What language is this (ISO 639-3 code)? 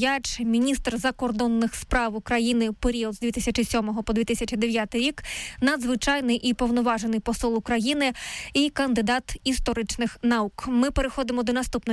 ukr